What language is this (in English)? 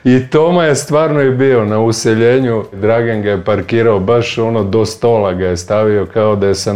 Serbian